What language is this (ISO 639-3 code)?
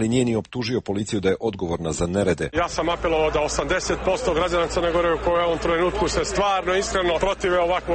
srp